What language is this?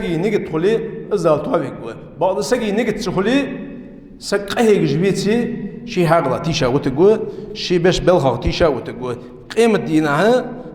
Ingush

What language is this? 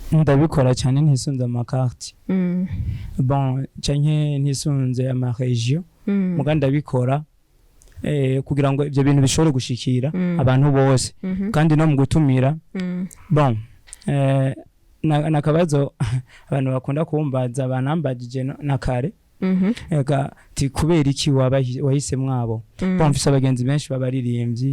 Rundi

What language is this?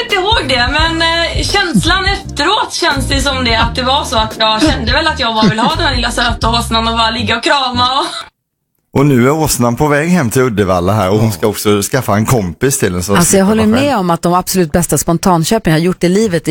Swedish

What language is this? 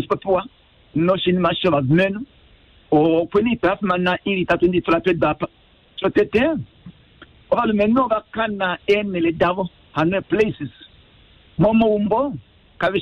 Kuanyama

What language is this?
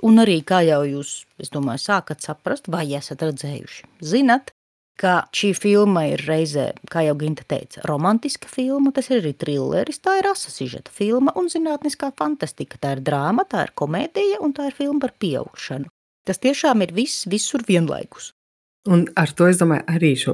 Latvian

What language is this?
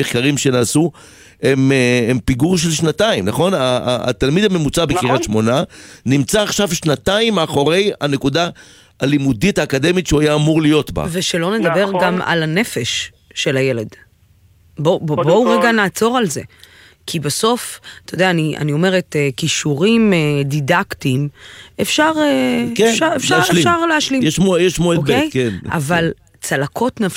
Hebrew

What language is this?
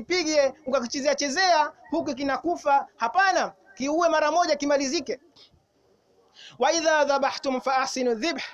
Swahili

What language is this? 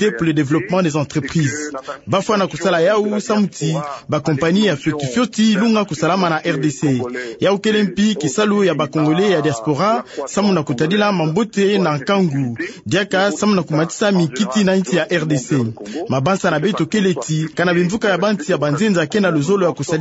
Kituba (Democratic Republic of Congo)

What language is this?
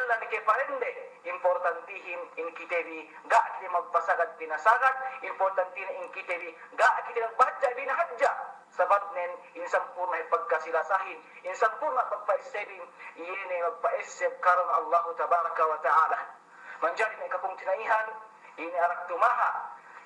Yakan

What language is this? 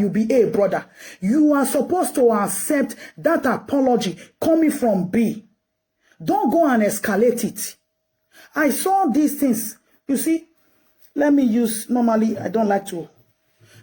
Nigerian Pidgin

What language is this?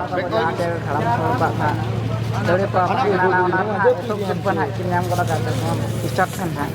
Santali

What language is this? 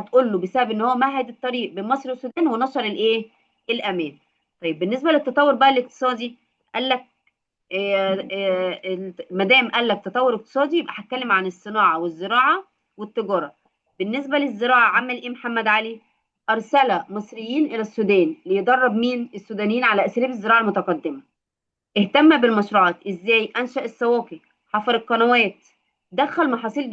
Egyptian Arabic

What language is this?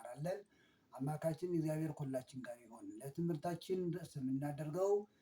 Amharic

